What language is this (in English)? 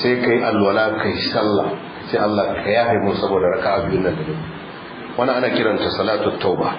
Hausa